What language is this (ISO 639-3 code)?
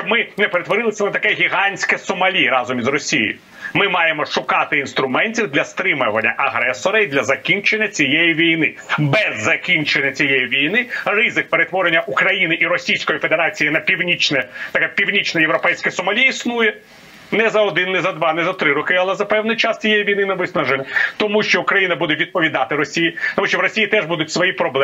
ukr